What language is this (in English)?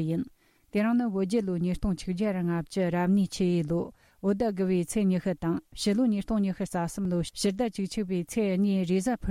Tibetan